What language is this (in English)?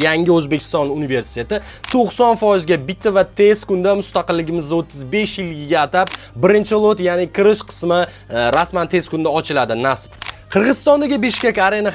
Uzbek